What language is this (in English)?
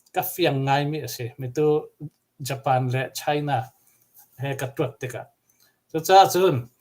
Hakha Chin